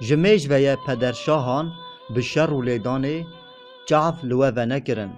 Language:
Kurdish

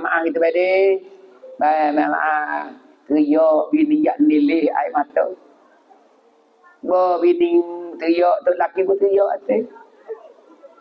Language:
Pattani Malay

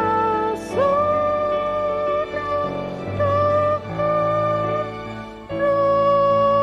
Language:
Batak Toba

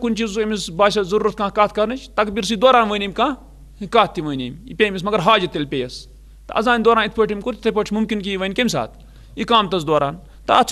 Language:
Kashmiri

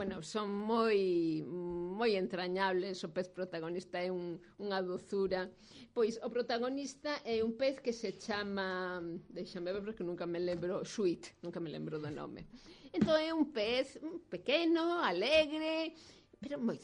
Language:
Galician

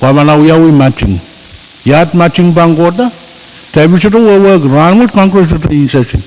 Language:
Pohnpeian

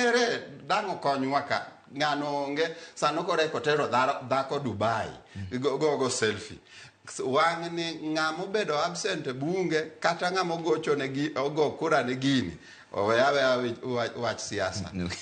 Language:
Luo (Kenya and Tanzania)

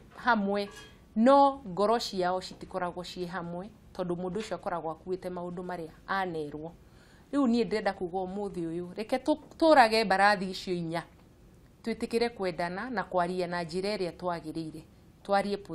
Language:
Kikuyu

